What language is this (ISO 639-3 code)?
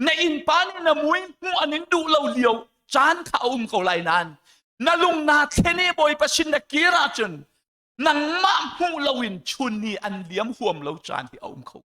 cnh